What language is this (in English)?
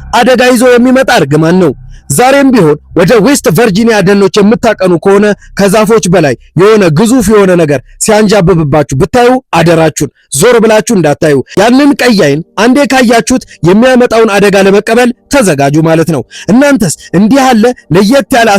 Amharic